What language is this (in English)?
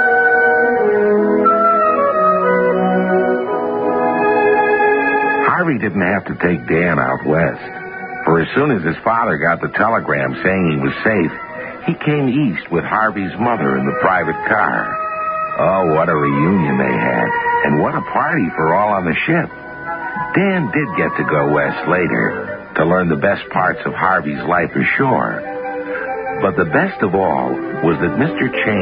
English